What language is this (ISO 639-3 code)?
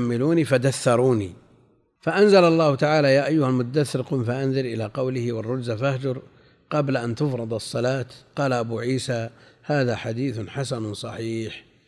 ara